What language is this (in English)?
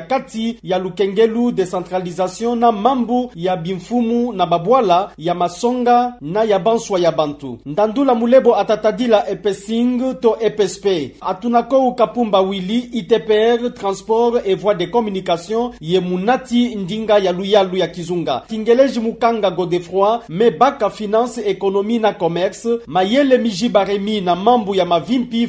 Kituba (Democratic Republic of Congo)